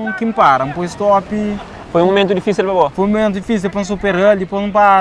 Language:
Kabuverdianu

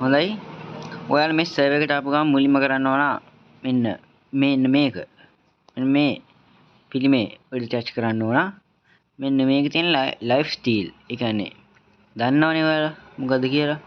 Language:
Sinhala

